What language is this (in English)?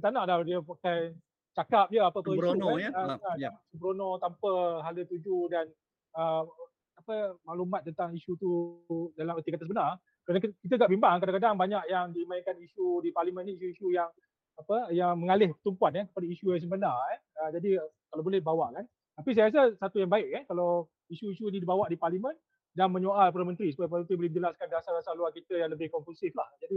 Malay